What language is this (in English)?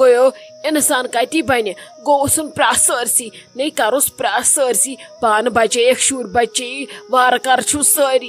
Kashmiri